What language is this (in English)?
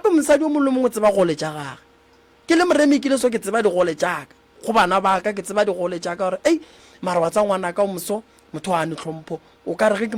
Northern Sotho